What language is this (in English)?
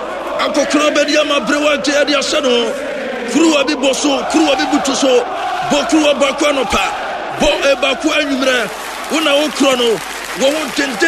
Akan